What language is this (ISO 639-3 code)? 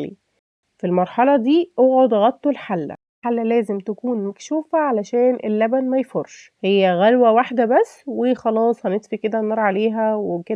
arz